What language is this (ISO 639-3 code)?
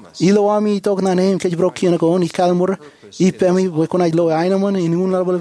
mah